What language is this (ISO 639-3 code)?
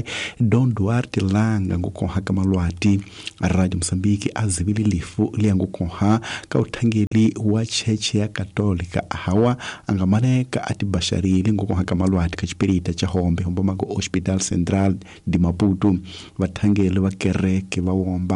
tso